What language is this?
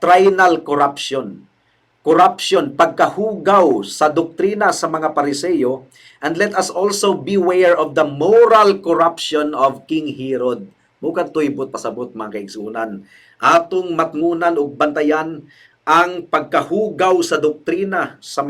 Cebuano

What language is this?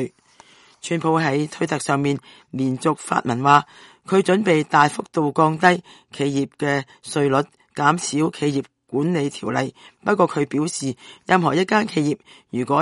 Cantonese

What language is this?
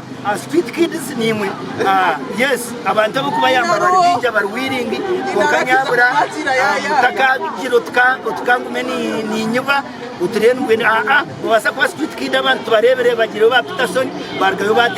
Nyankole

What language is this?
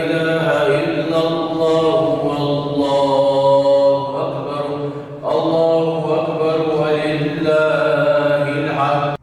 Ingush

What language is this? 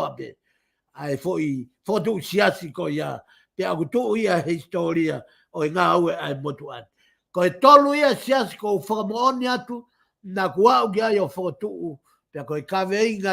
Tongan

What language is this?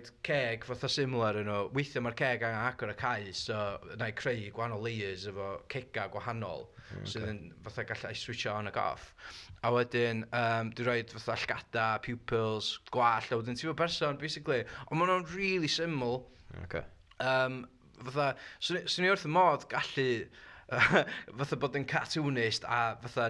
Welsh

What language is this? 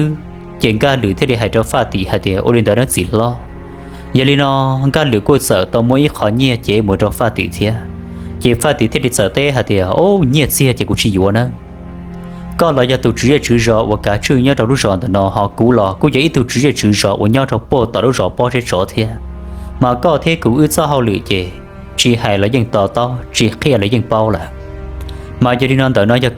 Hmong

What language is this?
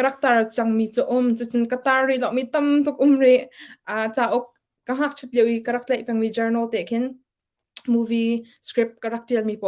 Hakha Chin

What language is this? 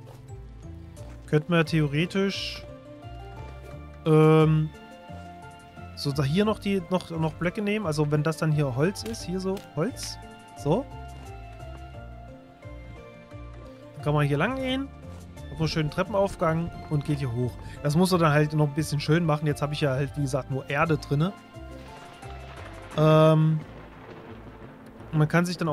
German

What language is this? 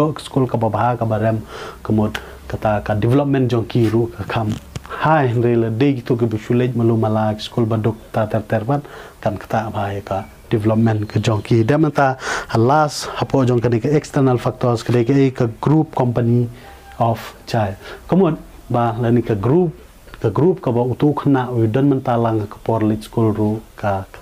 Khasi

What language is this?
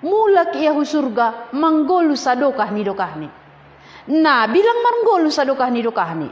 Batak Simalungun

